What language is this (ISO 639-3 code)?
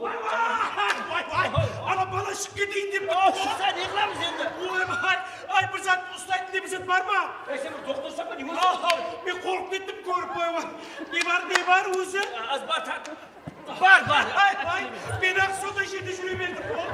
kaa